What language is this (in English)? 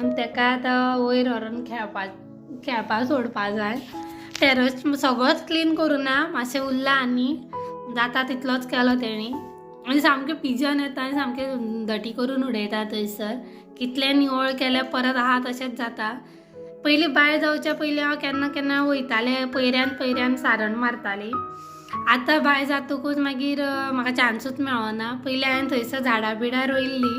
Konkani